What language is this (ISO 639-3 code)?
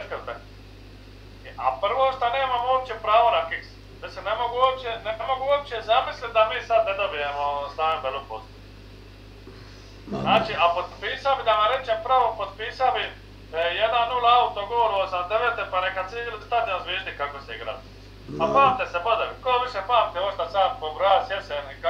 hrv